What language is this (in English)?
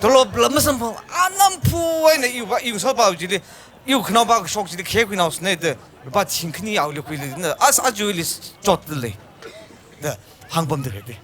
Tangkhul Naga (India)